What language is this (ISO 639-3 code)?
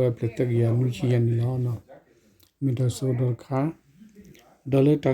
ksw